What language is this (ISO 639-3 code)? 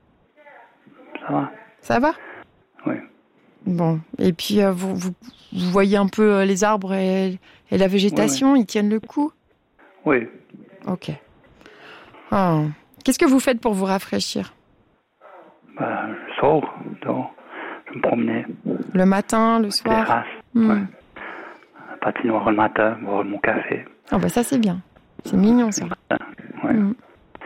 fra